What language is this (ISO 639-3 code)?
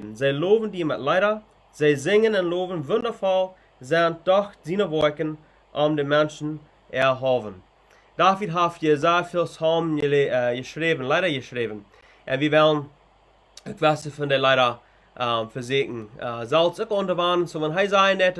pdt